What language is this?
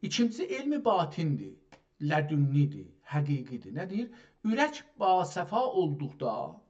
South Azerbaijani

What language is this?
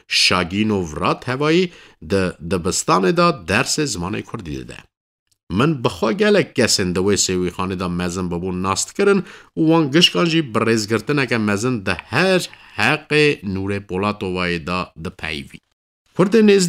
Kurdish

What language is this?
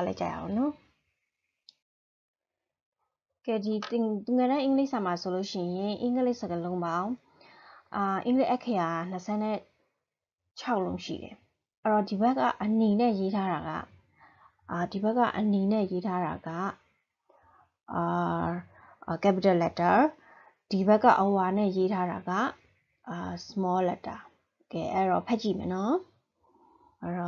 Burmese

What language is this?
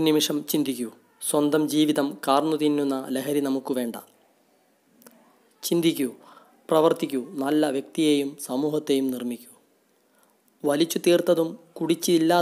Malayalam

